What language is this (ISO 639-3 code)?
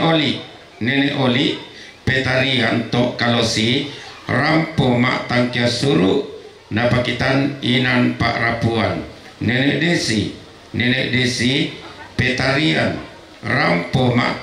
sda